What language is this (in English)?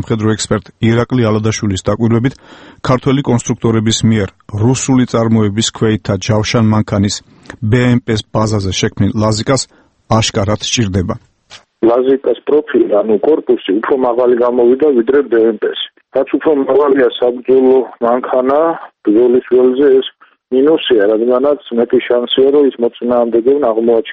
Georgian